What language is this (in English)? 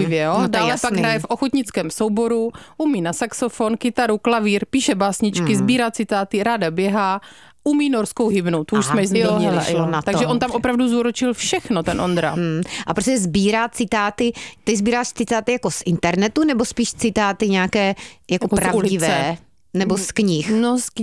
Czech